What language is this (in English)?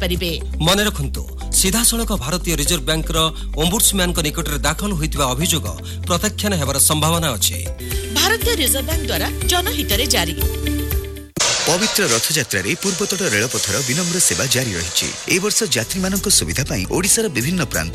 Odia